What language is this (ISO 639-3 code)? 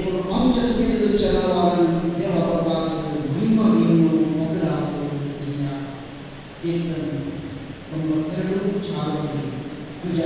kok